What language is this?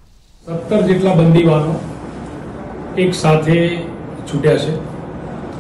Gujarati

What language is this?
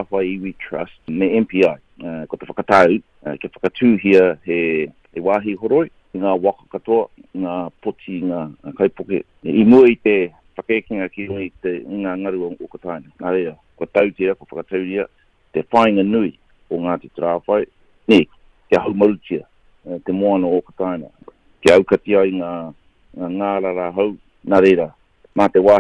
Māori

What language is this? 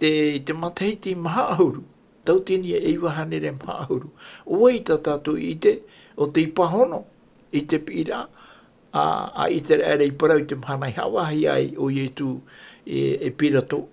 Tahitian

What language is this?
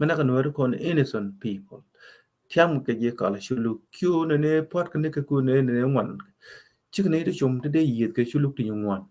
Nuer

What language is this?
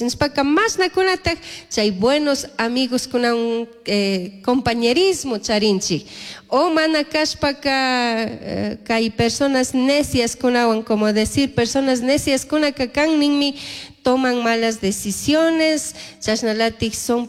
Chimborazo Highland Quichua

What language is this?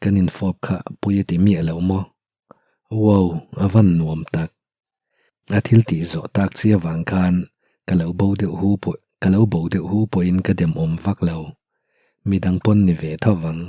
Mizo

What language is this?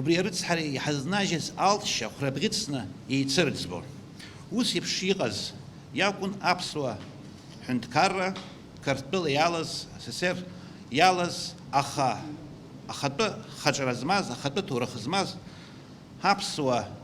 Abkhazian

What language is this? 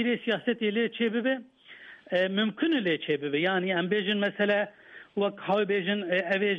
Kurdish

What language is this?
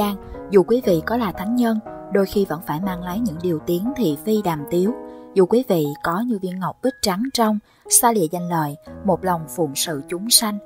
Vietnamese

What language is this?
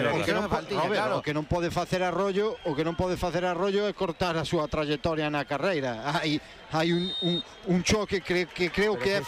Galician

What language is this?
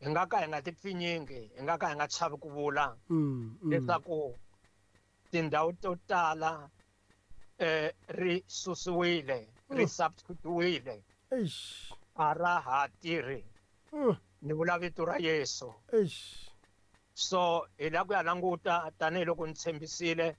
Tsonga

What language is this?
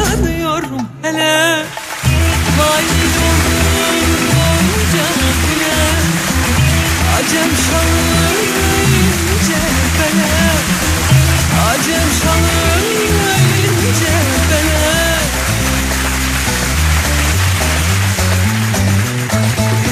Turkish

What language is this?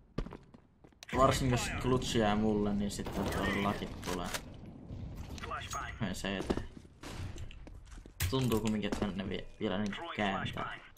Finnish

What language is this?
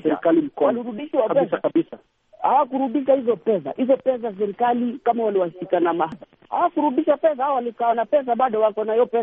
Swahili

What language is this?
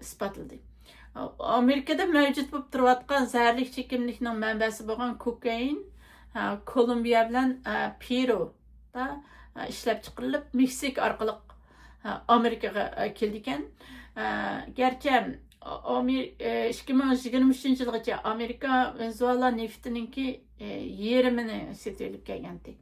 Uyghur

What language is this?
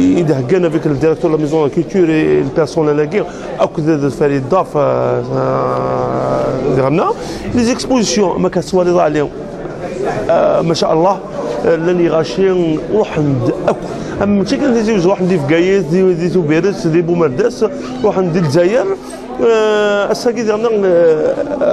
Kabyle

